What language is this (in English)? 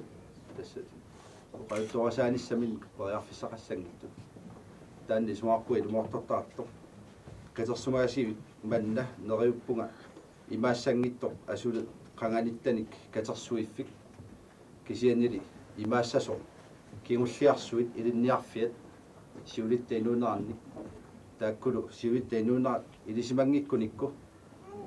Kalaallisut